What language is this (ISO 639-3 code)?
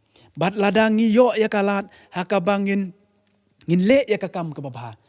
kha